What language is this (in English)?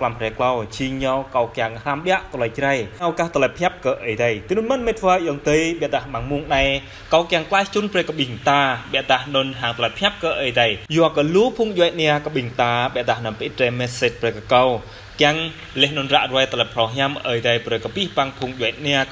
Jarai